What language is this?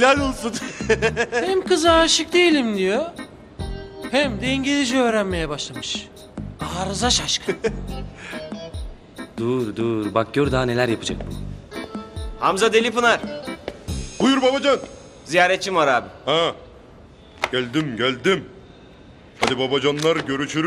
Turkish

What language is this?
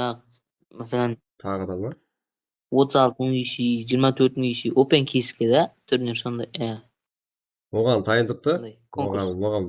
Kara-Kalpak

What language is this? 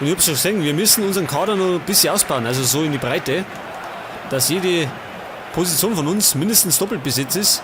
Bavarian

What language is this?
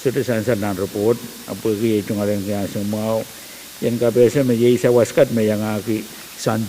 Pohnpeian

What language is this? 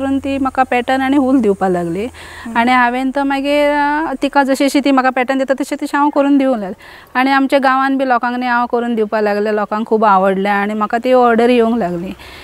Konkani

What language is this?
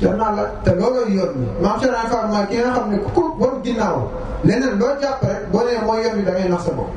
Wolof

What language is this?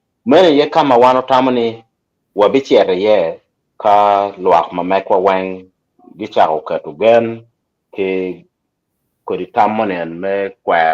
Acoli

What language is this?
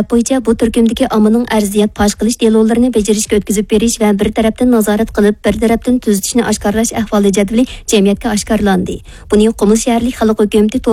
Uyghur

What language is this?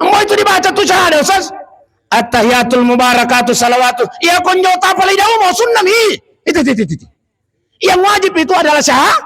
Buginese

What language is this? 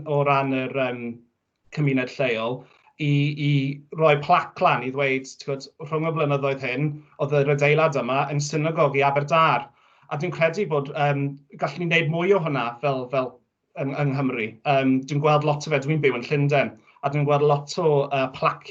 Welsh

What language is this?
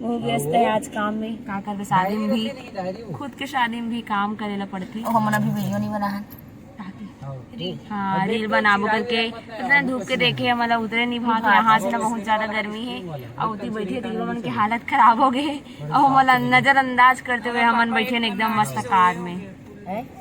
Chhattisgarhi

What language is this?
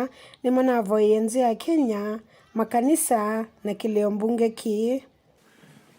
Kamba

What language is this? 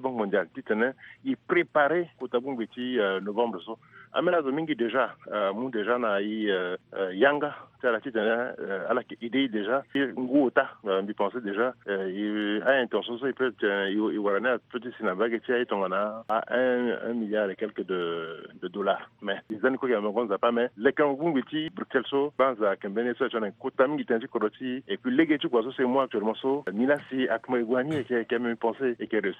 Sango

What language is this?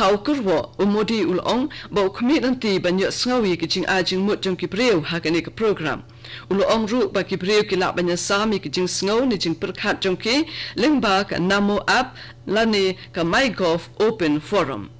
Khasi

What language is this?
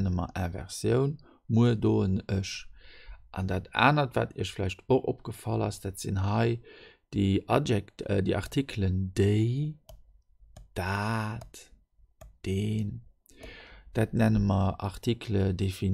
Luxembourgish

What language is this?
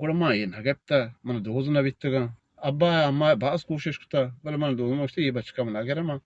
Eastern Balochi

